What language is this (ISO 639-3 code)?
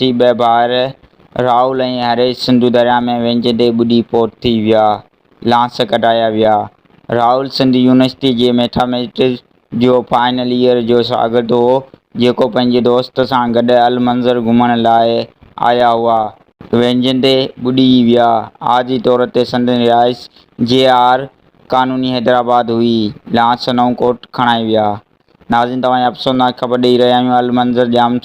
snd